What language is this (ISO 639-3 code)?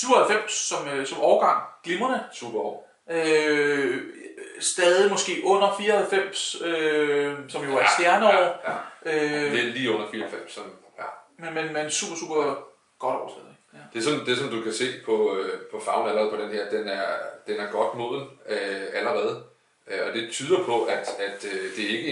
dan